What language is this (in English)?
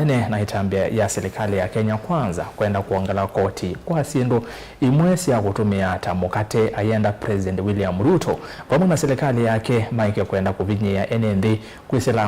Kamba